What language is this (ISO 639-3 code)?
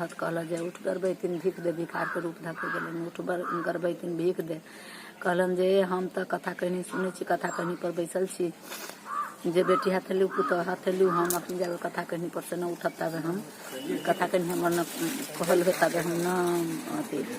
mai